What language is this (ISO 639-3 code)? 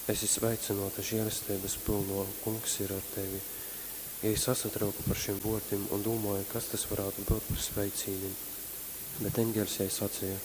ltg